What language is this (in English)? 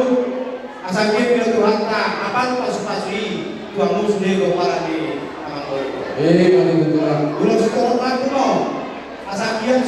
Batak Toba